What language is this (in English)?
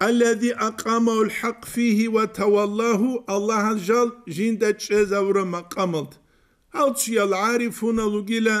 Avaric